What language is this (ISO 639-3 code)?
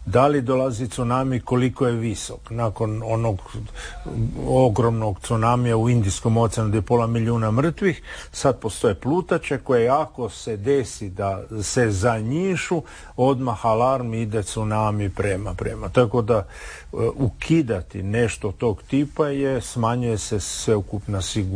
hrv